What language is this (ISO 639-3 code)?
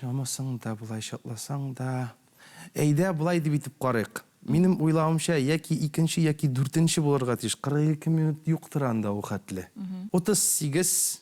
tat